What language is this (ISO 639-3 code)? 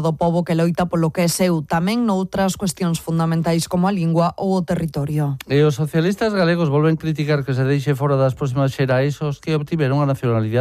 glg